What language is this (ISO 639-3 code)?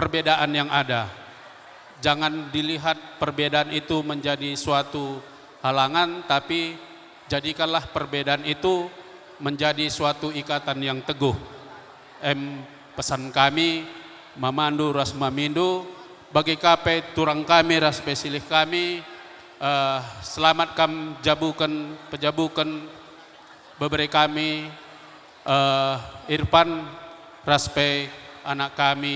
btx